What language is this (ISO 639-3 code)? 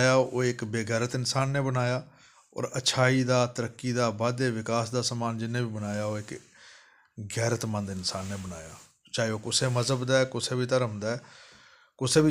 doi